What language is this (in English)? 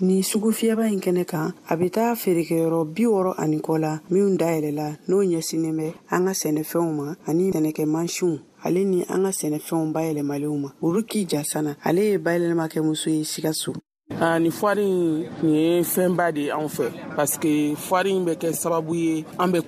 Bambara